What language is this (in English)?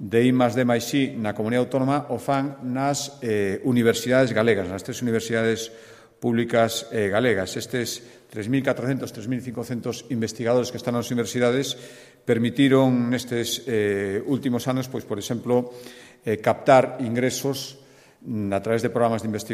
Galician